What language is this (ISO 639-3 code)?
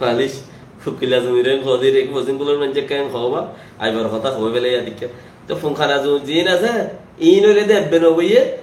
rhg